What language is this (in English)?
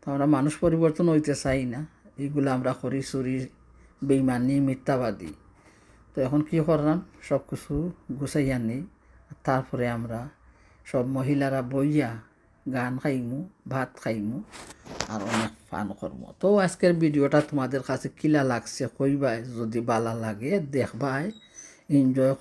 Sylheti